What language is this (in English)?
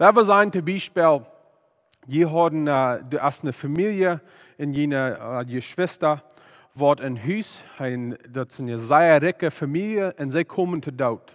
Plautdietsch